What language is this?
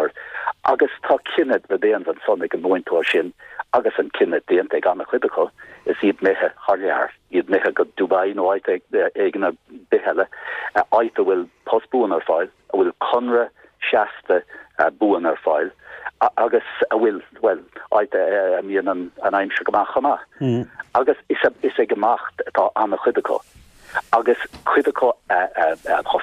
Irish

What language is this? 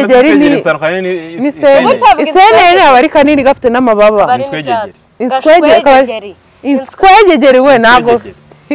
Kinyarwanda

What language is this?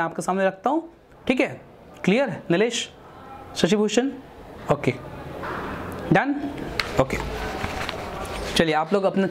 Hindi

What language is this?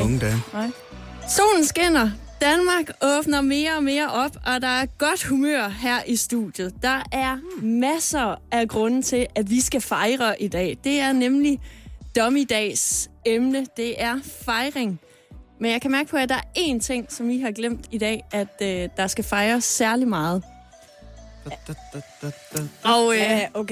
Danish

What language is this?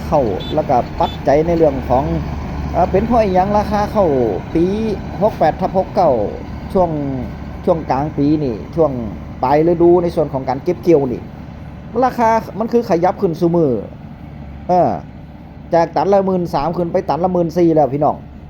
Northeastern Thai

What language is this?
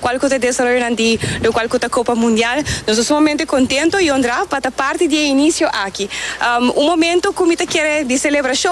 Papiamento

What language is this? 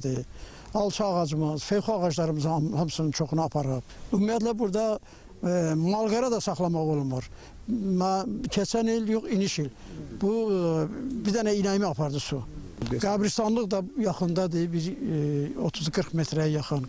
Azerbaijani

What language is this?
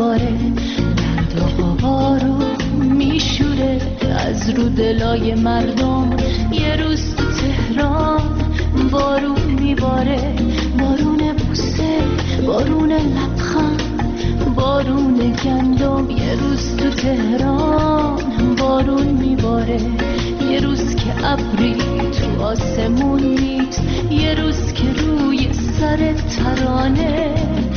Persian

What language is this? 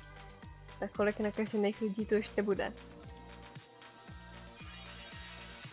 Czech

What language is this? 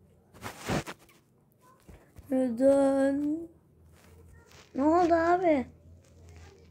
Turkish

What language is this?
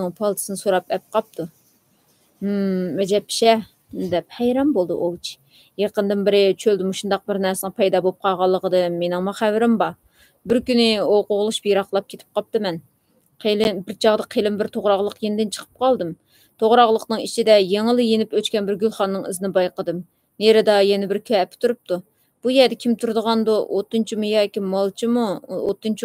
Uyghur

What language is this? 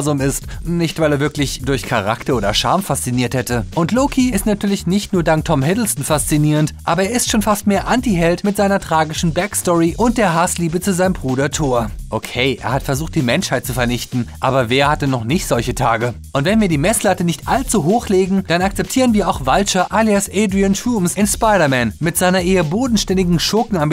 German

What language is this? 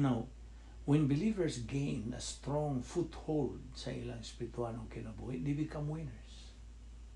Cebuano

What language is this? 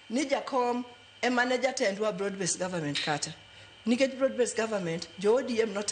Luo (Kenya and Tanzania)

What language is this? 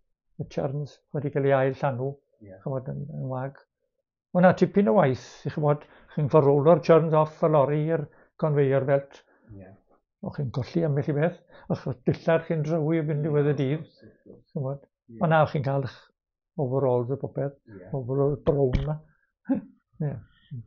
Welsh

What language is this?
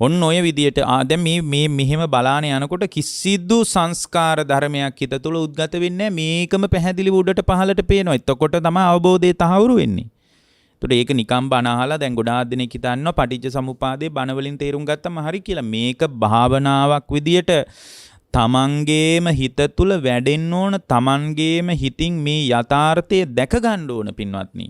Sinhala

